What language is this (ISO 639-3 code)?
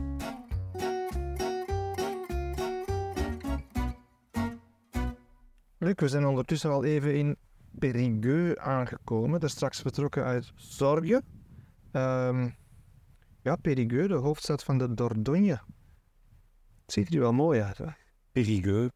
nld